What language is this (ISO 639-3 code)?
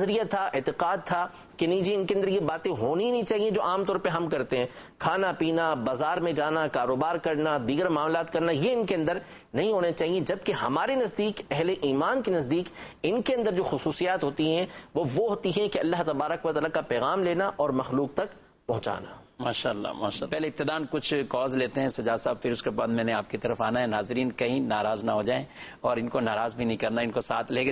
urd